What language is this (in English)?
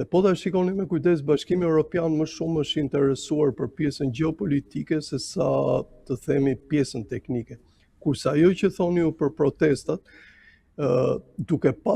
Albanian